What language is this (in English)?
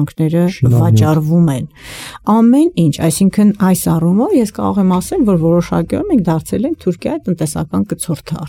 Armenian